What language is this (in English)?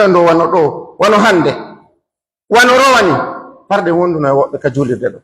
Pular